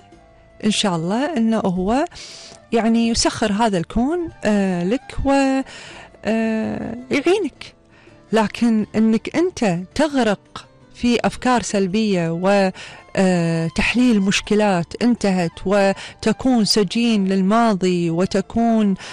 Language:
Gulf Arabic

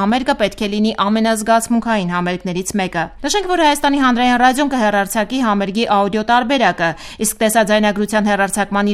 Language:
Armenian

